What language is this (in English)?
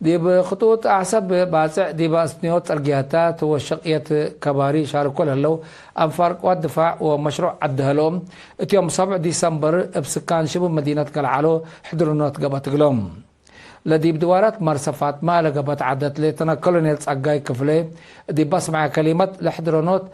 Tigre